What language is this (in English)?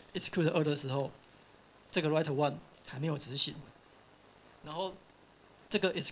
Chinese